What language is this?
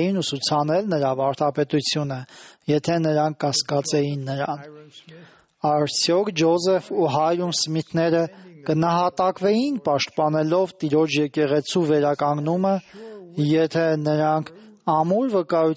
Armenian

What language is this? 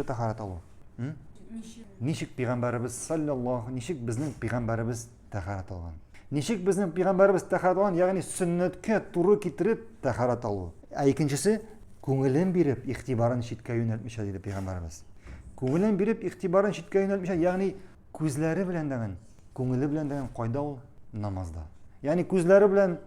Tatar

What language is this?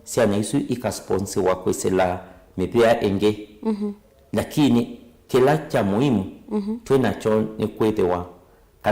Kamba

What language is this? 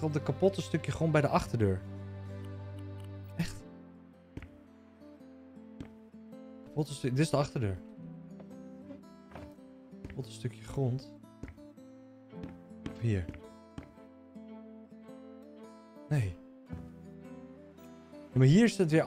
Dutch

